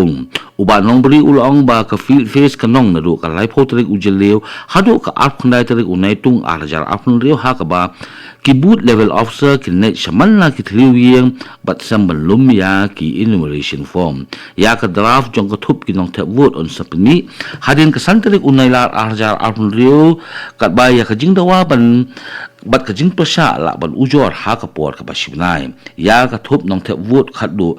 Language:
Khasi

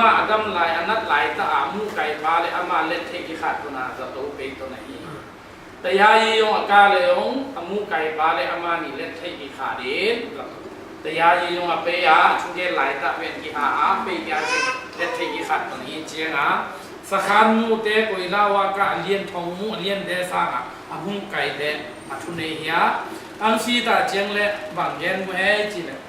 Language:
Tedim Chin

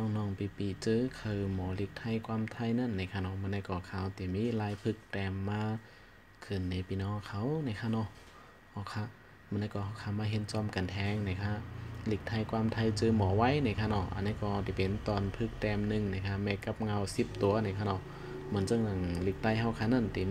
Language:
Shan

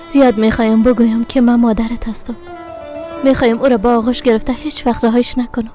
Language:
Persian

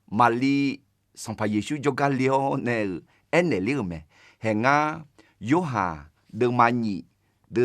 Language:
Akha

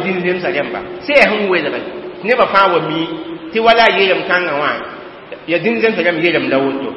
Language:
Mossi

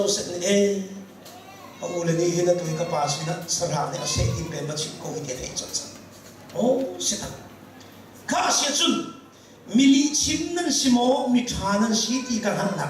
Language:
Hakha Chin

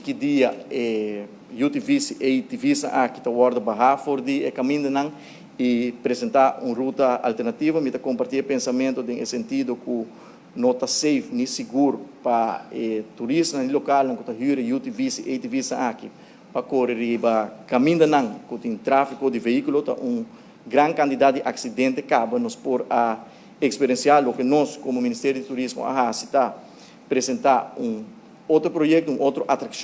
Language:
Papiamento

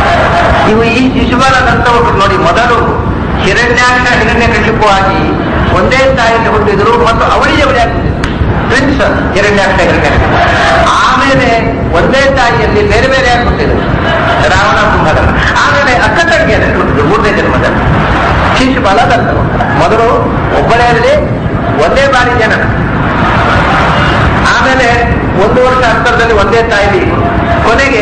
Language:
Kannada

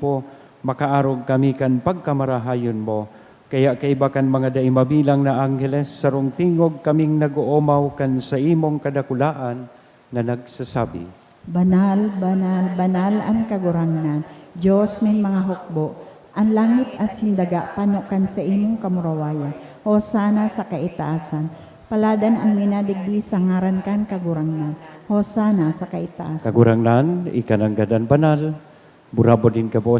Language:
Bikol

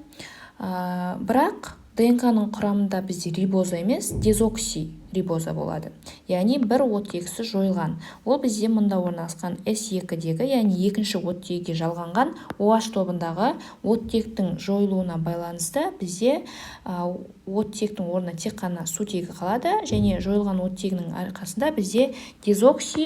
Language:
Kazakh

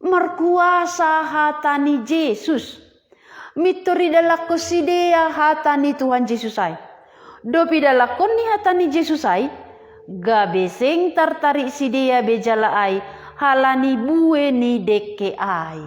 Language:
Batak Simalungun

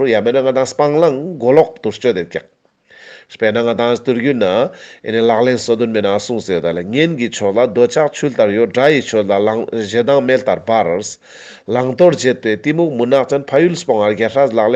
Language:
Ladakhi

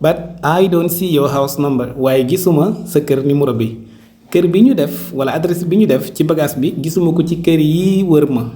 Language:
Wolof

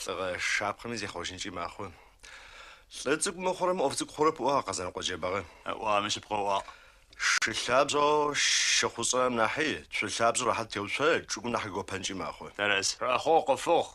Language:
Adyghe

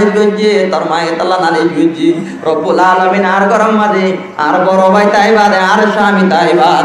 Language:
Rohingya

